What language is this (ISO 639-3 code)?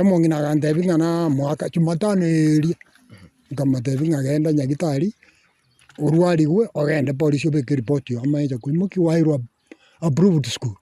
guz